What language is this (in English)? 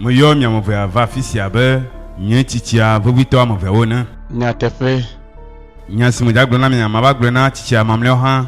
Ewe